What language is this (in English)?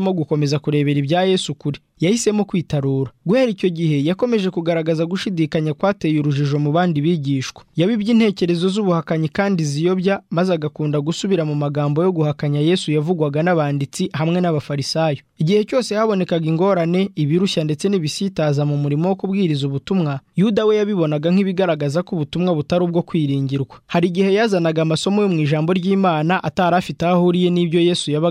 Kinyarwanda